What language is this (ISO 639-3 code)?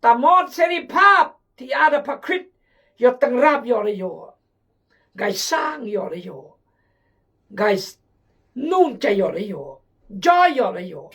kjg